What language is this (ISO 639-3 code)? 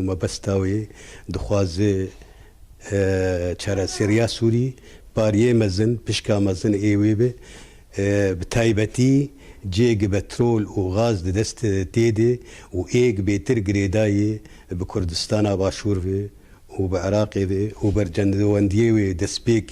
kur